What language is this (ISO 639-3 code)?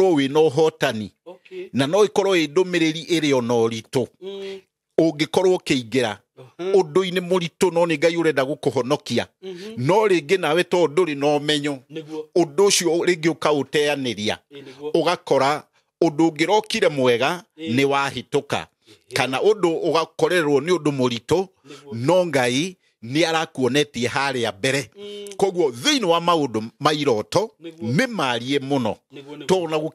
kik